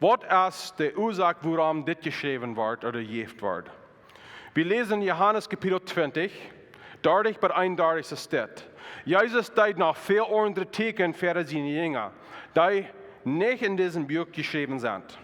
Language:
Plautdietsch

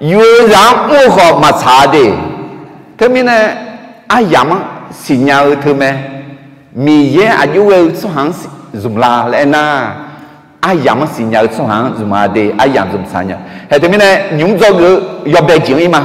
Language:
Akha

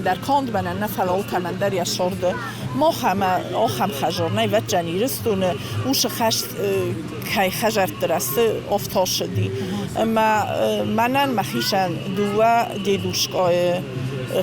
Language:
Ossetic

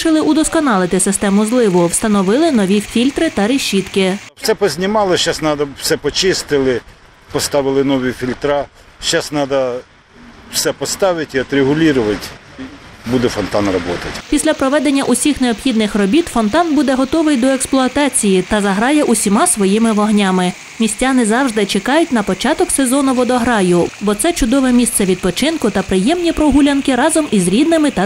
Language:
Ukrainian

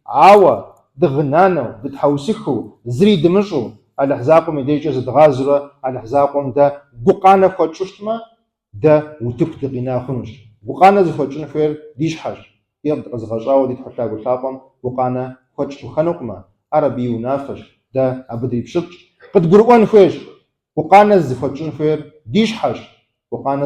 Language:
Kabardian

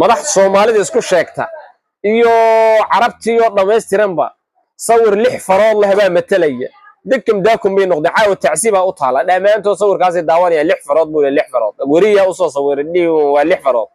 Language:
Somali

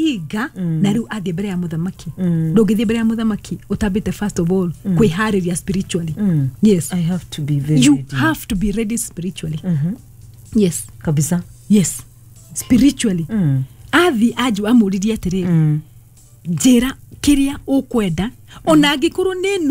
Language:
Kikuyu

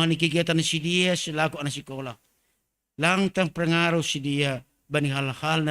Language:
Batak Simalungun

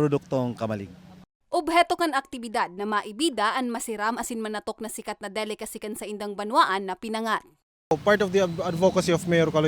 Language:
Bikol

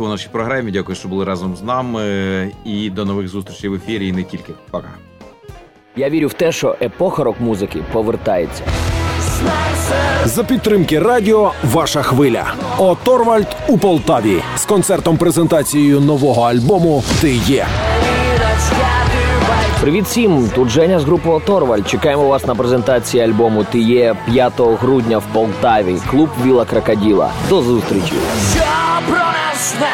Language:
Ukrainian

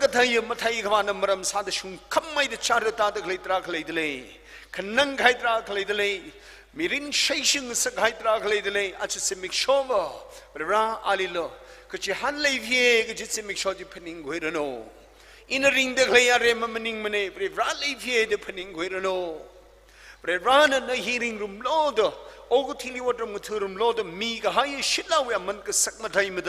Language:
Tangkhul Naga (India)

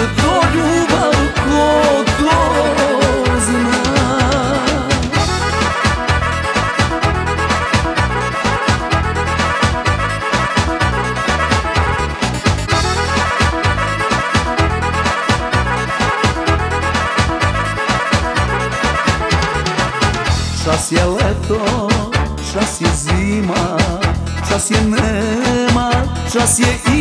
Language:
Croatian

